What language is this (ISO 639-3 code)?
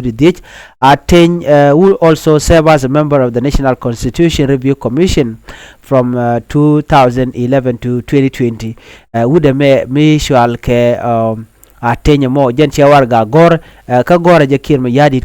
nus